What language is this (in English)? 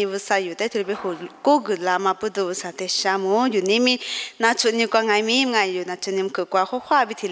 Lisu